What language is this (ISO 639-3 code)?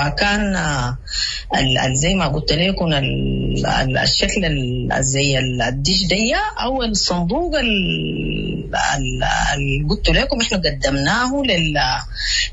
apd